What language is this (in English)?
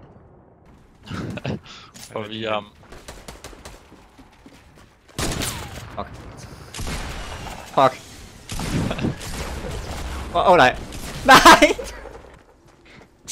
Danish